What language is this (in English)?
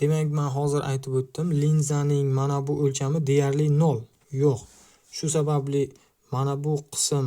Uzbek